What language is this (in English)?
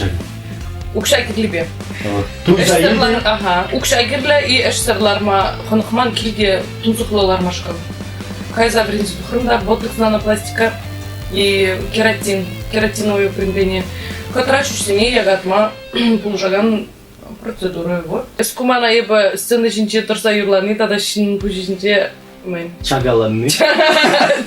Chuvash